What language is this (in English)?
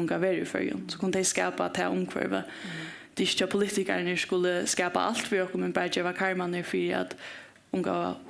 Faroese